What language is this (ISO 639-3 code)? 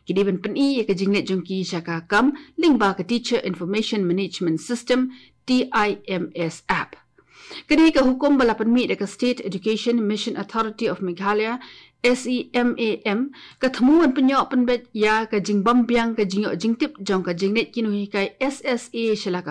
kha